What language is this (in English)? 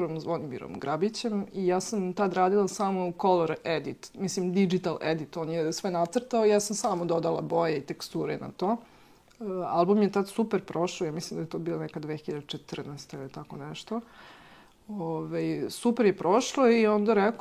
Serbian